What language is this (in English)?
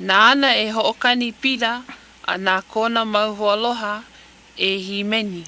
Hawaiian